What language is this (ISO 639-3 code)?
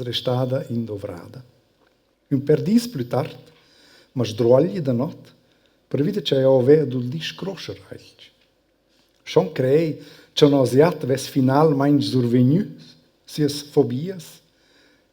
roh